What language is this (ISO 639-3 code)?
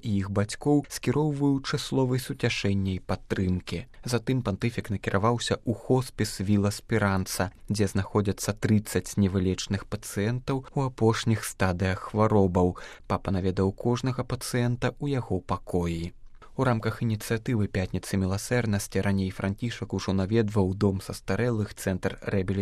bel